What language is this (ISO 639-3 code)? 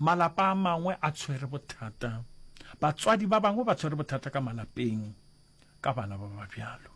nso